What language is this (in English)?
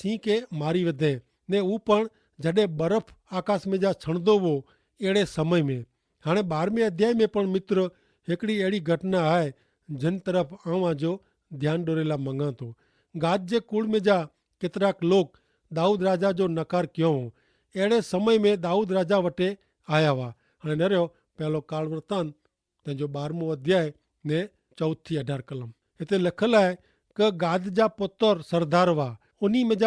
Kachhi